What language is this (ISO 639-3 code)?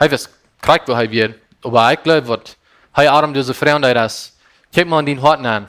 pdt